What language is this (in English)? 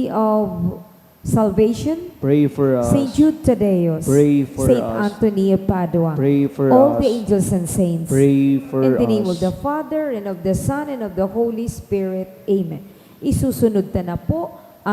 Bikol